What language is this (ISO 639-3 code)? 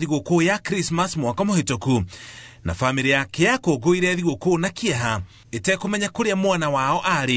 kik